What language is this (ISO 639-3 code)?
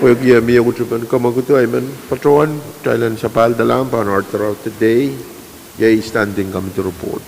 pon